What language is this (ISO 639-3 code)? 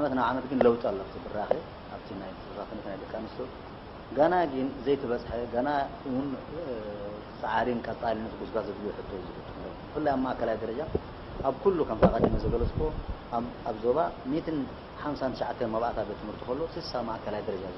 tir